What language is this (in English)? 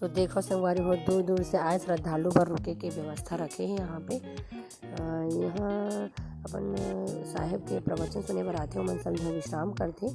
Chhattisgarhi